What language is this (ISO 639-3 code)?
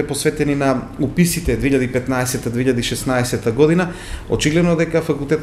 mkd